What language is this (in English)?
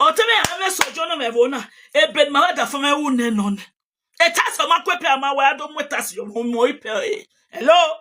Nigerian Pidgin